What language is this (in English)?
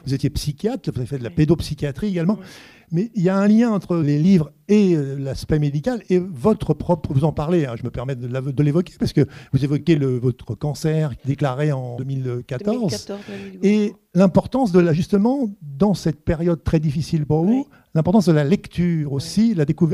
French